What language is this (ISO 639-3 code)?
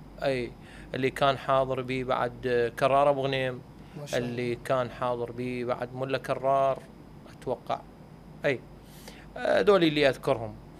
acm